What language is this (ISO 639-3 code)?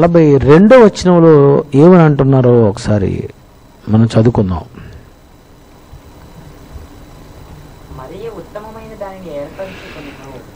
tel